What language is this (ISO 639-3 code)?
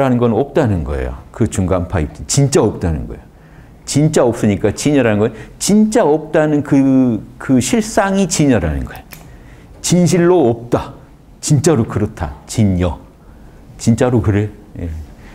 kor